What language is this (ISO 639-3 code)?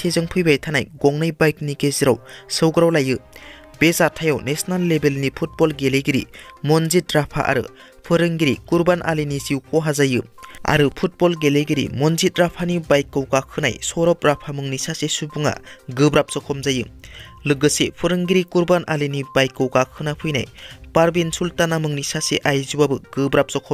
brx